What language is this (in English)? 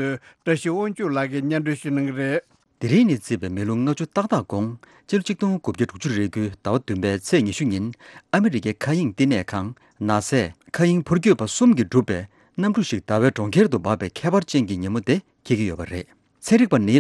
Tibetan